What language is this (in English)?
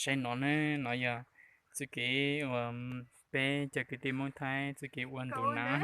Hmong